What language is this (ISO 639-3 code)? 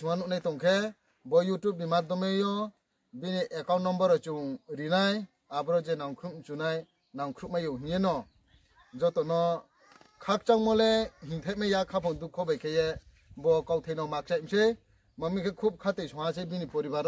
ria